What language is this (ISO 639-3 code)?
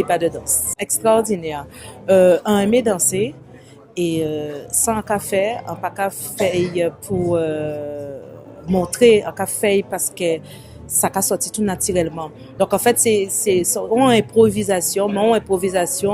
gcf